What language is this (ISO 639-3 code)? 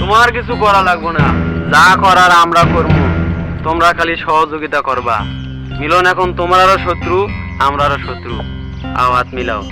syl